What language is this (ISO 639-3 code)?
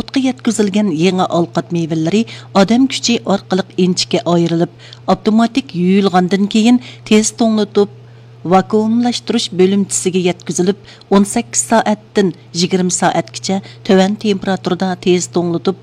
uig